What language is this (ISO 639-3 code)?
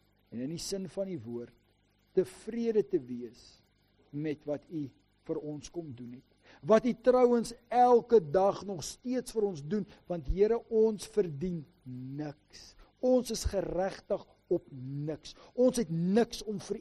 afr